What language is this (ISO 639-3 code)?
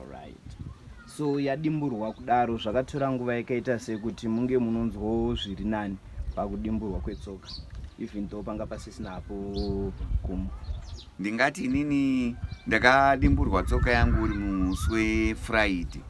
sna